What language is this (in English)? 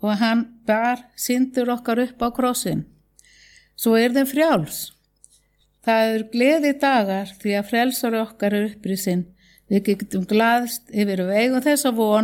Icelandic